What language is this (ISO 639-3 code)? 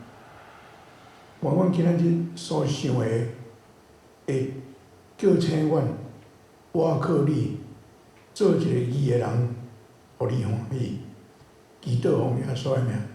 nan